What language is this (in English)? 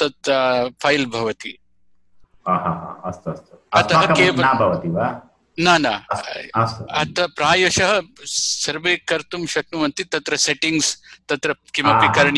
Sanskrit